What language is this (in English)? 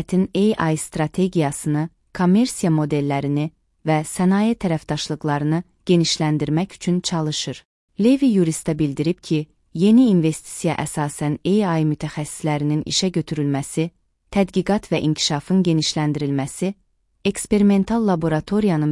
Azerbaijani